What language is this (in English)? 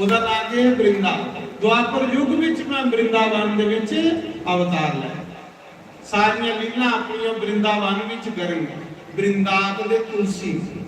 Dogri